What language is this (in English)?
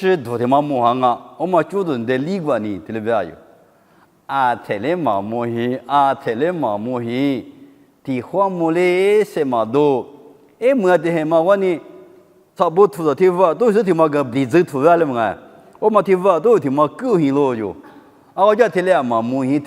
Lisu